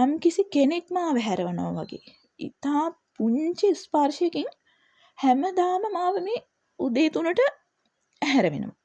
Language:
Sinhala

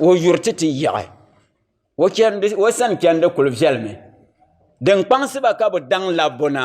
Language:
Dagbani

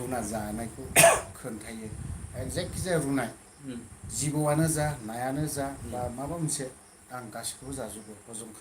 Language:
Bodo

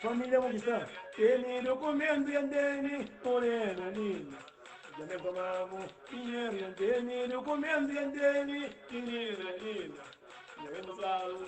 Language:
Kabuverdianu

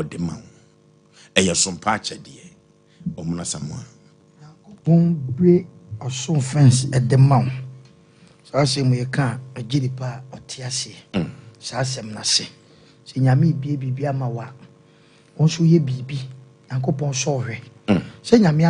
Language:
Akan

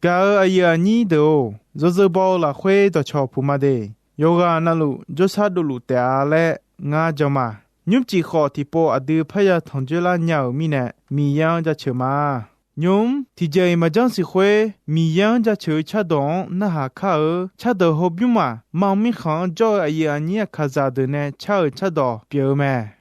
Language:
Akha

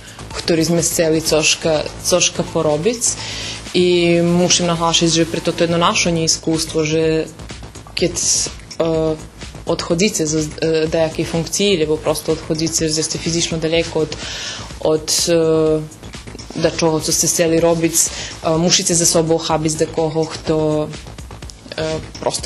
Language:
Rusyn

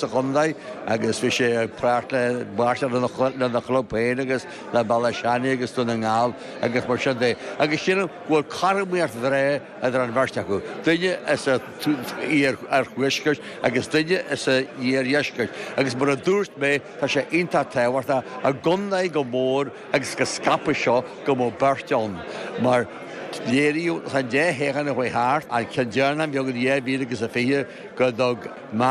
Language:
Irish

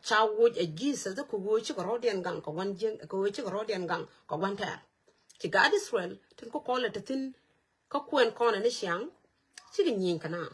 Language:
Nuer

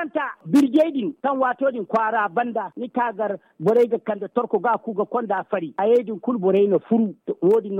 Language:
Zarma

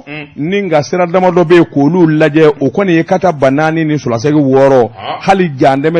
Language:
Bambara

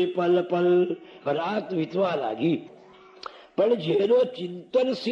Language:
Gujarati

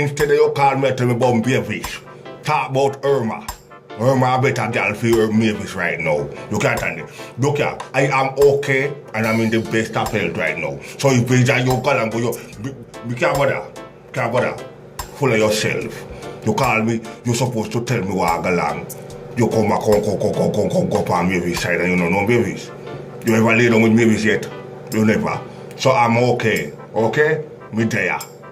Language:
Jamaican Creole English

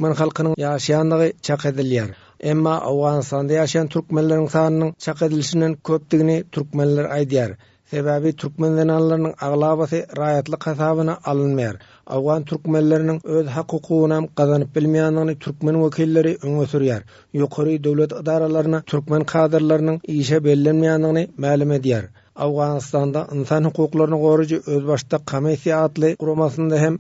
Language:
Turkmen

